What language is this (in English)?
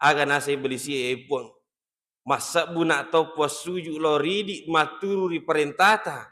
Buginese